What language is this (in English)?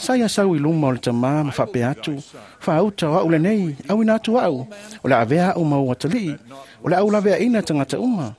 Samoan